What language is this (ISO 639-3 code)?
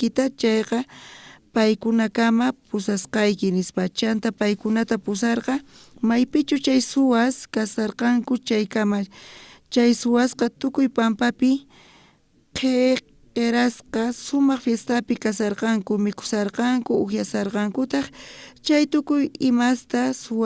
quh